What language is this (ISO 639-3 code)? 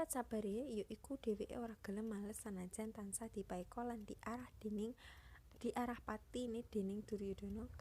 jav